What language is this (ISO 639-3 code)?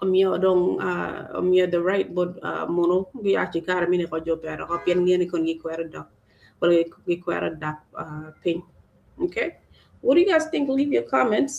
ach